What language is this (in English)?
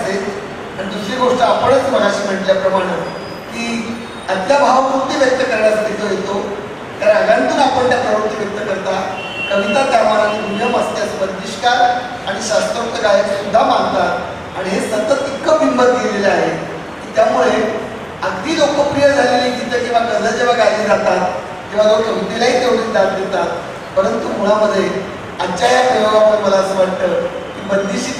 Marathi